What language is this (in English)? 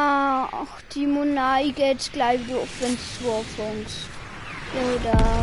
Bavarian